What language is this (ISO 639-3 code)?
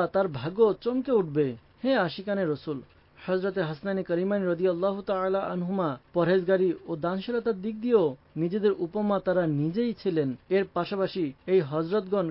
ben